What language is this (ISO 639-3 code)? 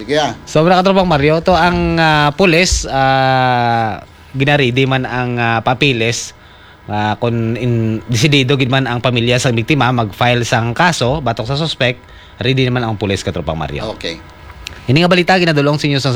hil